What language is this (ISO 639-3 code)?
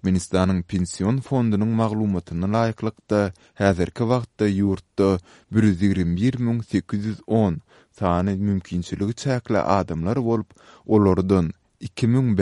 tuk